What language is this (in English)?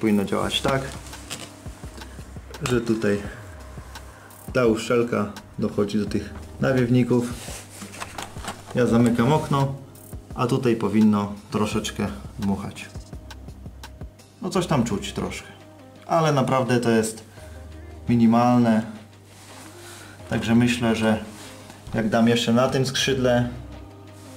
Polish